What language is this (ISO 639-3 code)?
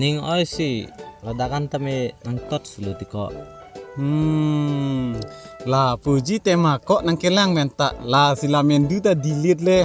mjw